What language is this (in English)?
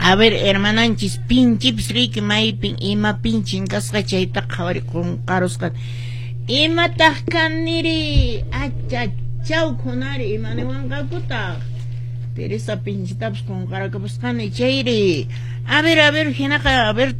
Quechua